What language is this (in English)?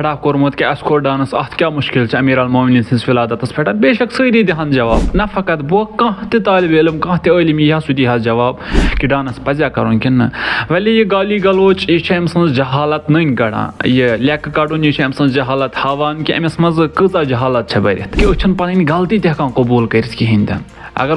Kashmiri